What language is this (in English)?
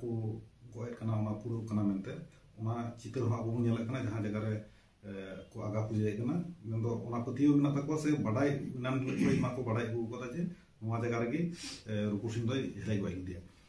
Santali